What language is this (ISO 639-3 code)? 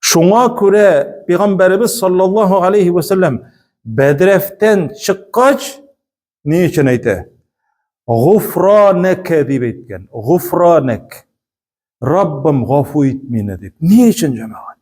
tat